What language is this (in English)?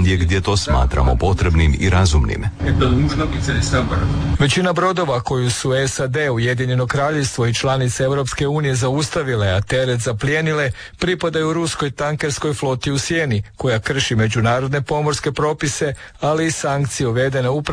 Croatian